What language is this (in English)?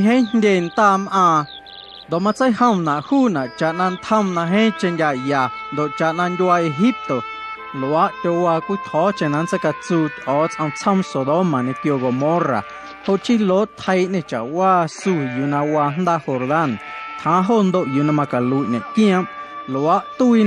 Guerrero Amuzgo